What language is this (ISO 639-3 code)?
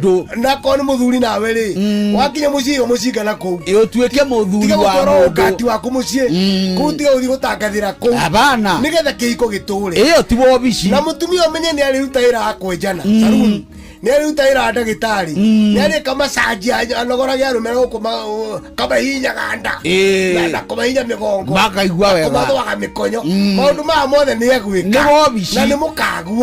kik